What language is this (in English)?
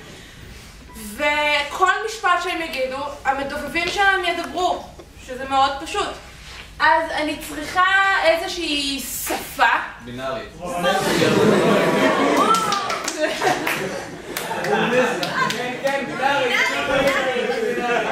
Hebrew